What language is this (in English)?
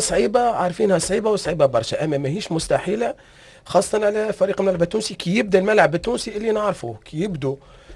Tunisian Arabic